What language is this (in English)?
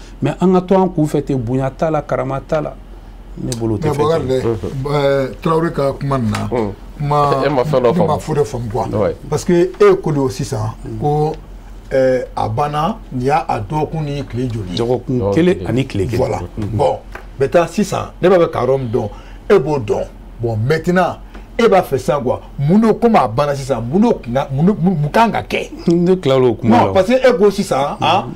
Bambara